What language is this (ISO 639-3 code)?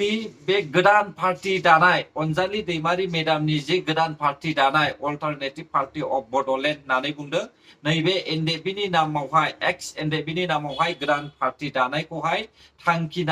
brx